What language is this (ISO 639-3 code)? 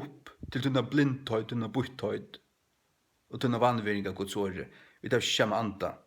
fao